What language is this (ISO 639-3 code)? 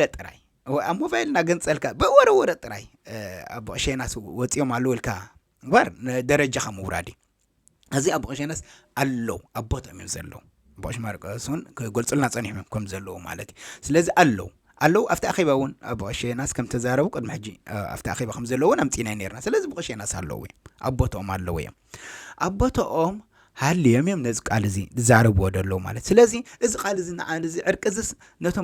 tir